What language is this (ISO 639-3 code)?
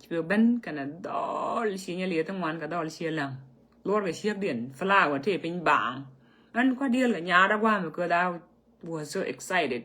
nus